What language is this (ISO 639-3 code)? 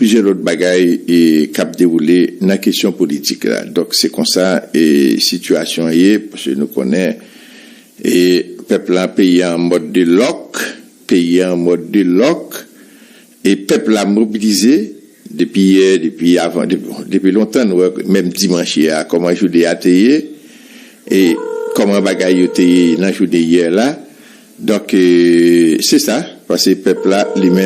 hat